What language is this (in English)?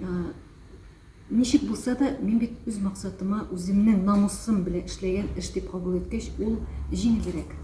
Tatar